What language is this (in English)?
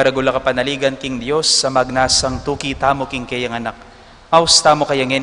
Pampanga